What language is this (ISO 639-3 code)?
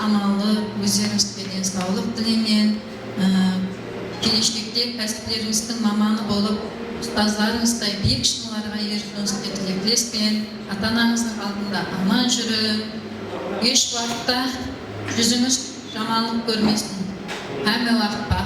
kaa